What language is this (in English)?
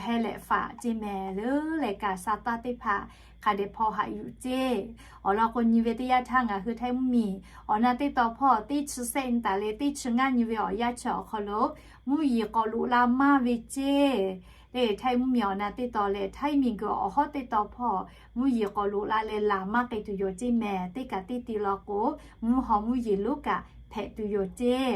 Lahu